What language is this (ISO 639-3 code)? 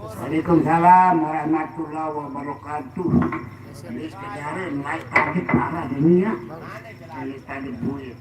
sas